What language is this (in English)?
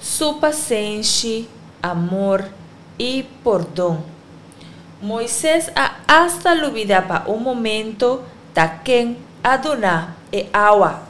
Papiamento